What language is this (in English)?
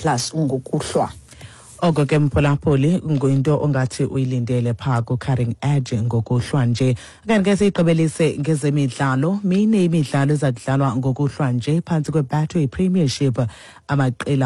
Xhosa